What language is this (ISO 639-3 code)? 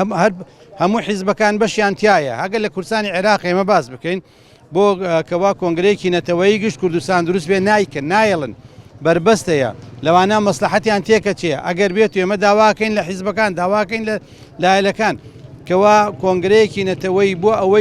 ckb